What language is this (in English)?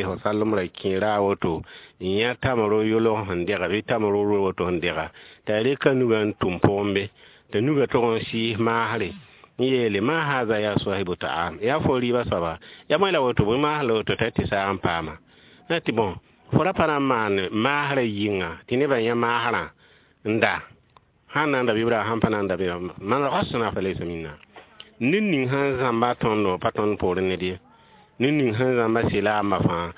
Mossi